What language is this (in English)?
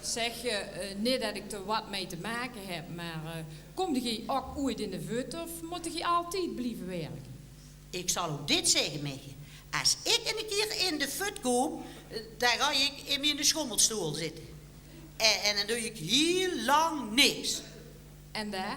Limburgish